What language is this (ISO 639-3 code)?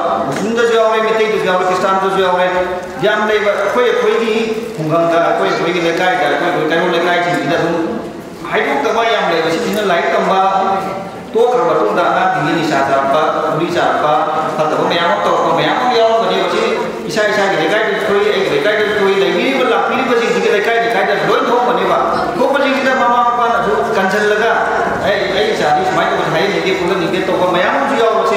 mni